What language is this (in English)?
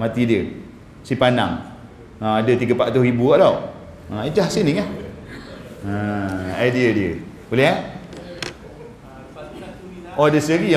Malay